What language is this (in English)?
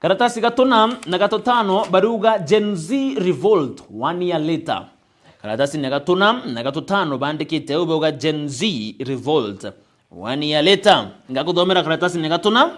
Meru